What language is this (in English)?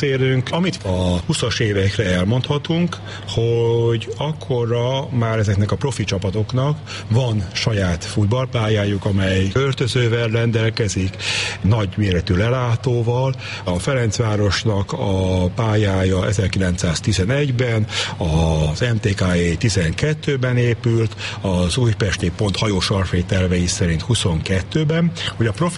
Hungarian